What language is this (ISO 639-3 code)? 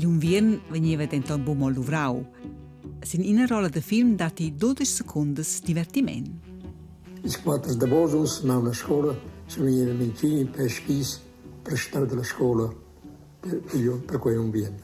roh